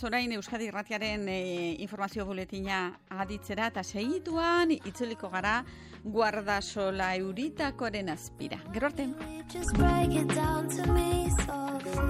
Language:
Basque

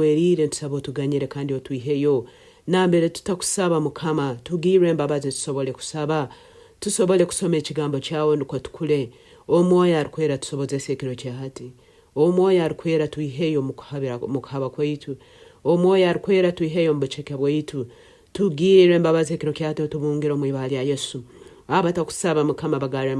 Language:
Nyoro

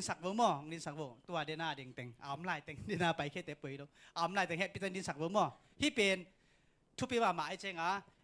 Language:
Tedim Chin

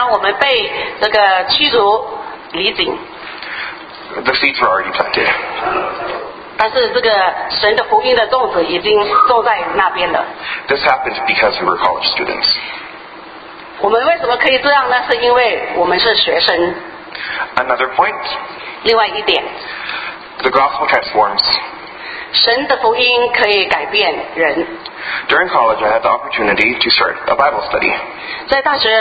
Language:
Chinese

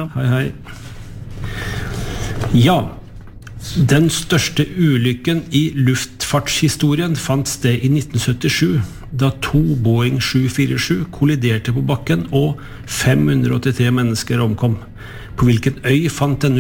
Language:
Norwegian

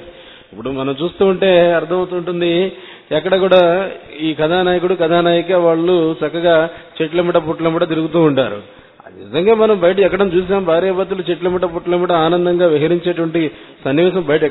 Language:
Telugu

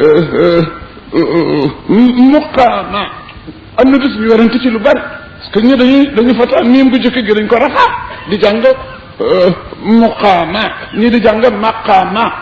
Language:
Wolof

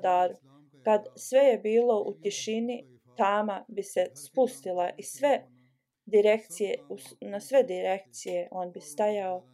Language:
Bosnian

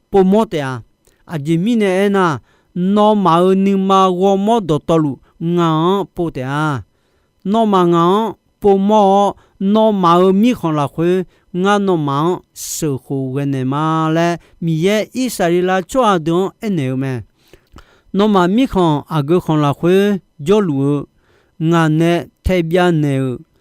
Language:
Akha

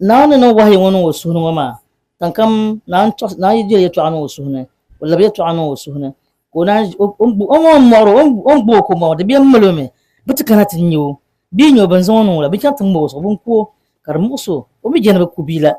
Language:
Dagbani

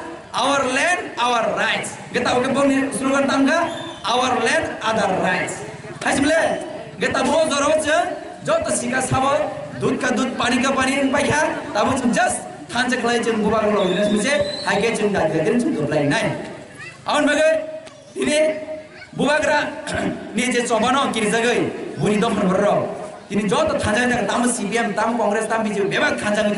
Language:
Kok Borok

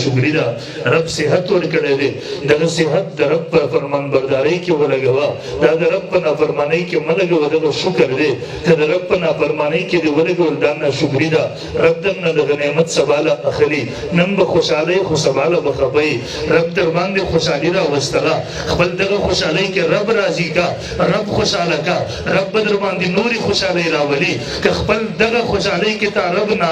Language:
Pashto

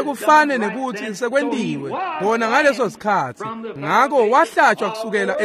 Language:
Swati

